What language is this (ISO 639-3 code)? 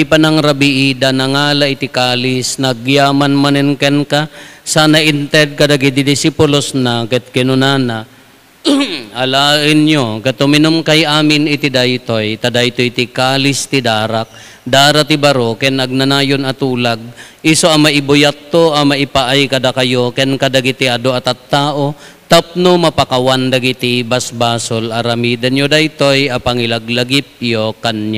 ilo